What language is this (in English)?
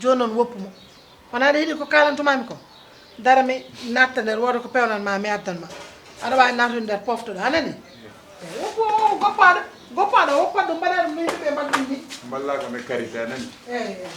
Fula